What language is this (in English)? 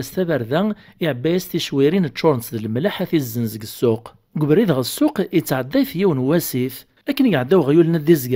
Kabyle